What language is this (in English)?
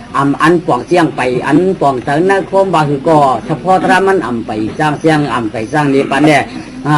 Shan